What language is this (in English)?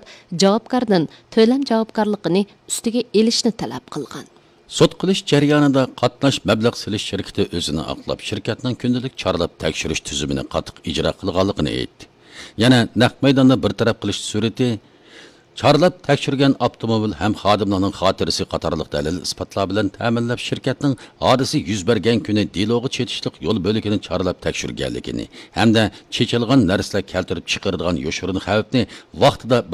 Uyghur